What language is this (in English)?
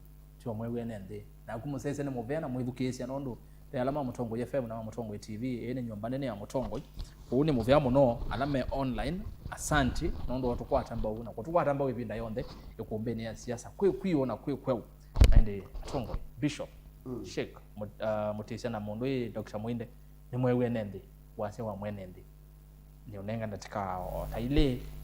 Kamba